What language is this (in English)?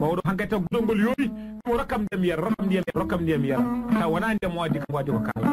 Fula